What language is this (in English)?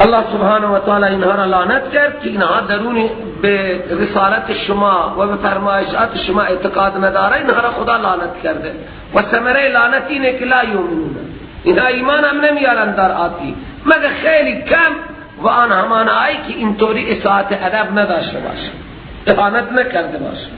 Persian